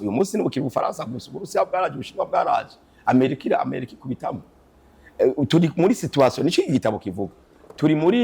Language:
Rundi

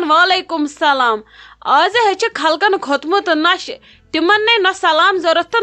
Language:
Kashmiri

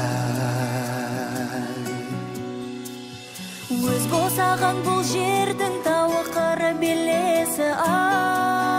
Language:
Kazakh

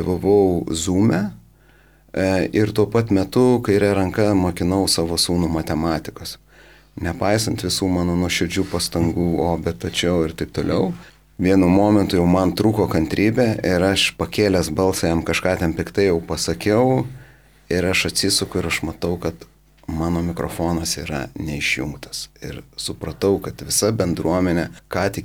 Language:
Lithuanian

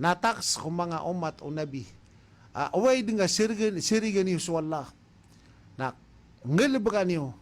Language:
Maranao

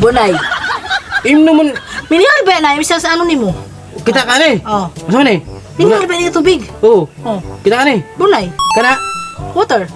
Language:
Cebuano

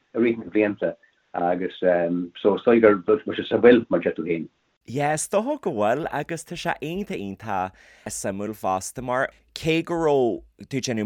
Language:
Irish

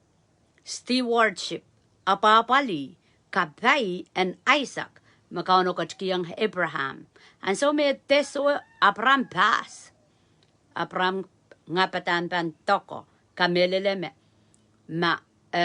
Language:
Pohnpeian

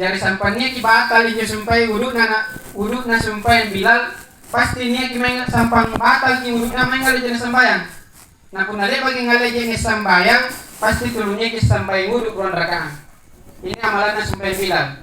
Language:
Makasar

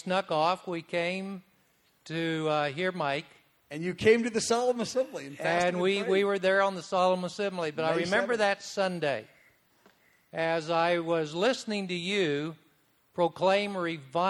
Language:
English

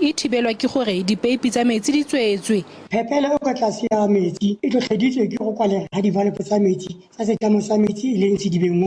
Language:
Tswana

